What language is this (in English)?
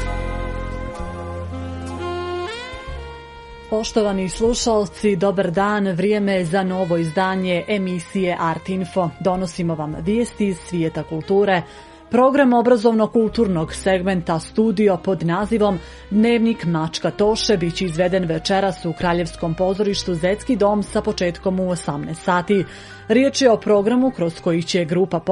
Serbian